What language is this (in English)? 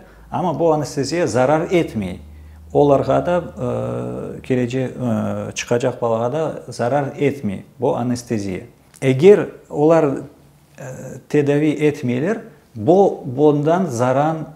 Crimean Tatar